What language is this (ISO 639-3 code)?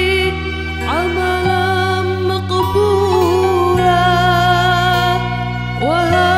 ara